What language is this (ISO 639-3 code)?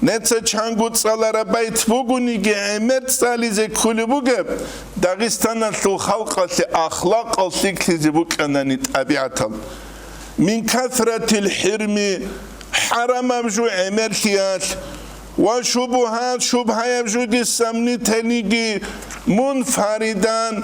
ava